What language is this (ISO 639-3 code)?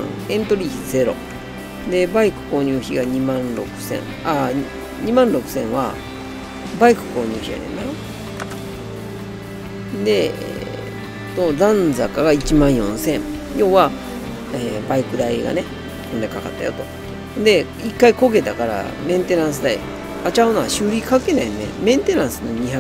jpn